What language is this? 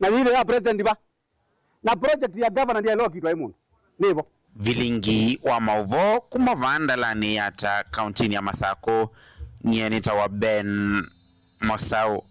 Kamba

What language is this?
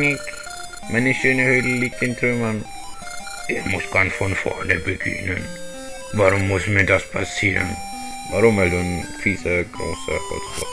Swiss German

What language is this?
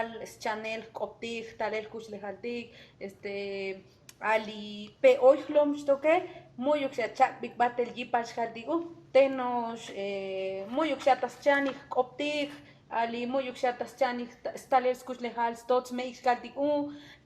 Tzotzil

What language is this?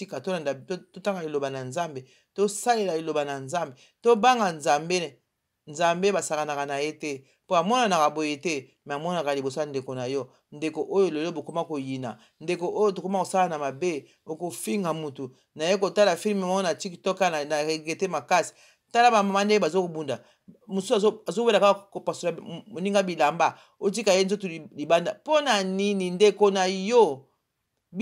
Lingala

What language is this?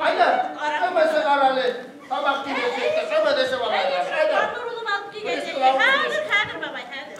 Bashkir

